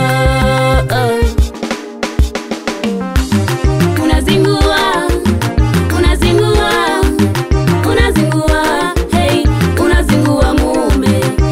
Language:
Swahili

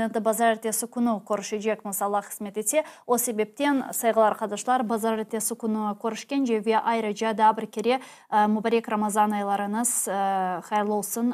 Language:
Crimean Tatar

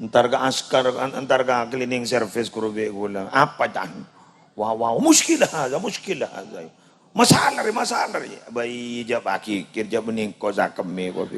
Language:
Madurese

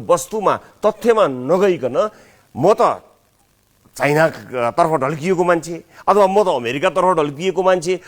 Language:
Nepali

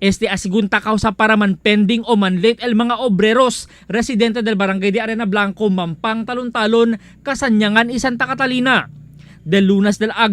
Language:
Chavacano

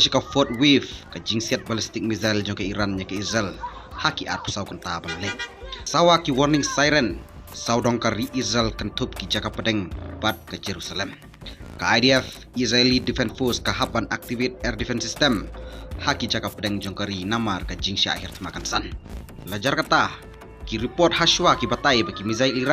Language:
Khasi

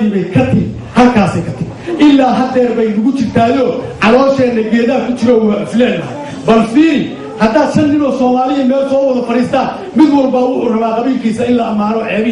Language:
Somali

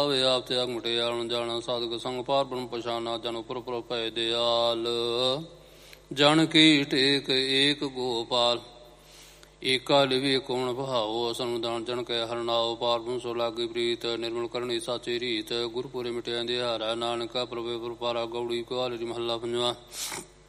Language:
Punjabi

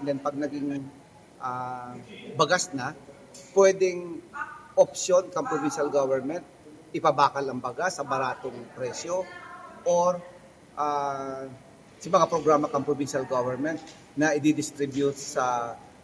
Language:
Bikol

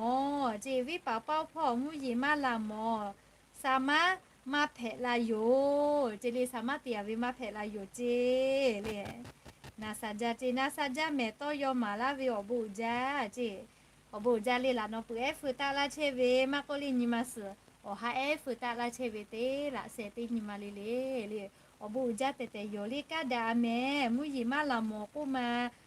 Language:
Lahu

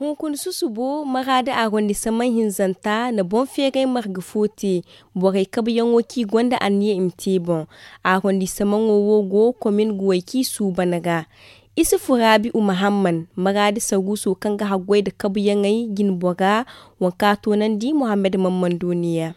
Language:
Zarma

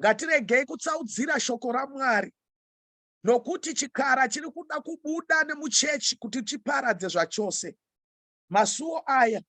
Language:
Shona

